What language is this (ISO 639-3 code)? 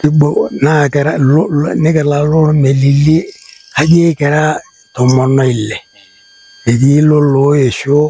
mas